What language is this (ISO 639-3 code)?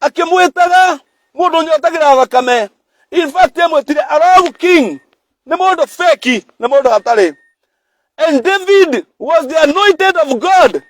kik